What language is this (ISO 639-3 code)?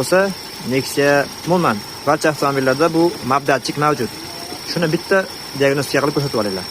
uzb